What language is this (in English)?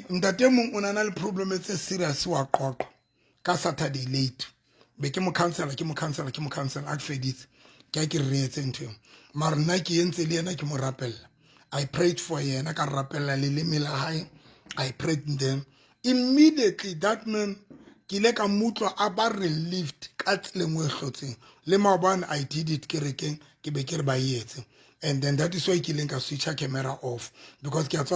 Southern Sotho